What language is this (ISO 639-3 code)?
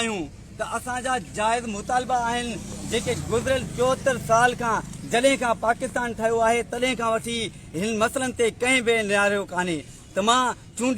snd